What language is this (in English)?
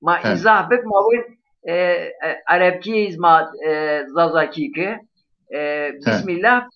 Zaza